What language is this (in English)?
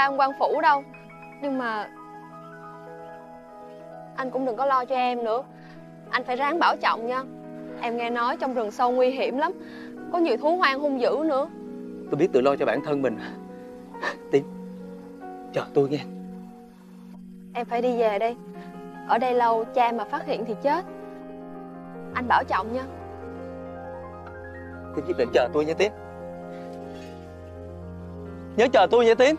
Vietnamese